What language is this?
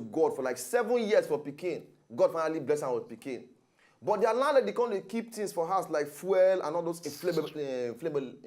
Nigerian Pidgin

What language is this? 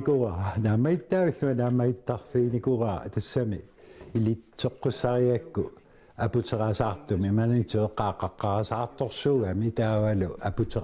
Kalaallisut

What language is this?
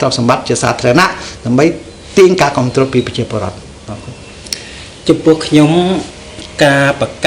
Khmer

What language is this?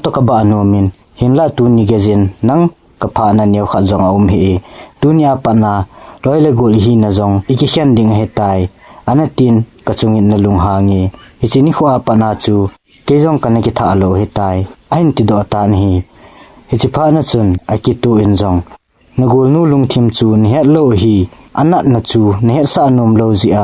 Thado Chin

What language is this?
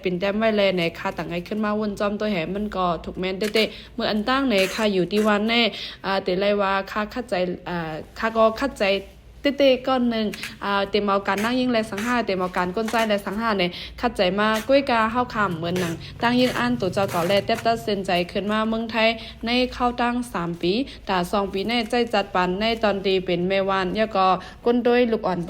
Shan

